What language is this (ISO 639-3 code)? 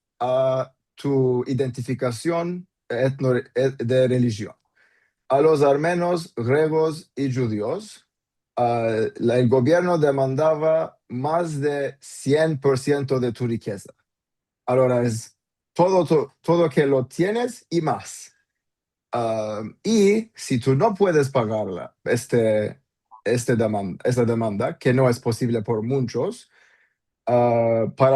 lad